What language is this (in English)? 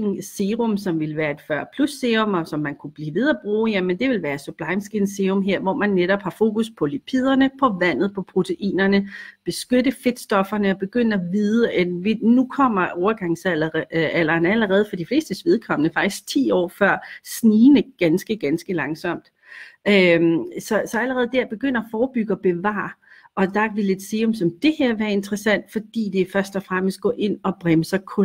Danish